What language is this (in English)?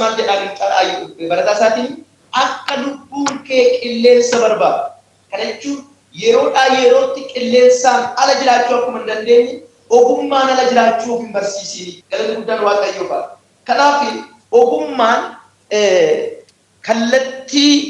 Oromo